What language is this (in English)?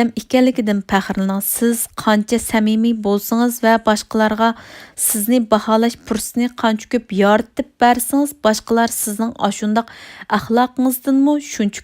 Uyghur